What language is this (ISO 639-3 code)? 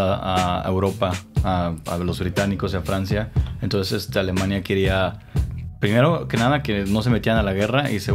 spa